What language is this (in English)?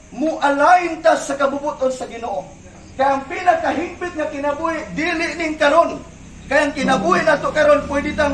Cebuano